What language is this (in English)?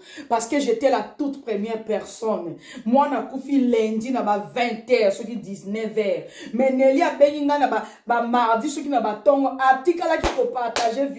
Lingala